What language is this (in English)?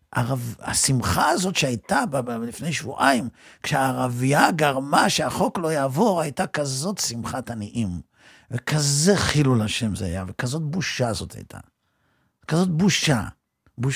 Hebrew